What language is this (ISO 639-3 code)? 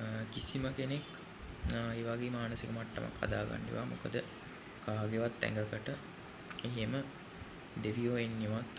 sin